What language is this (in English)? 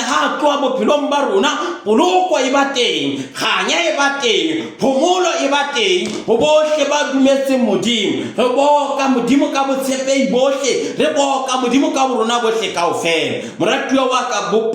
Southern Sotho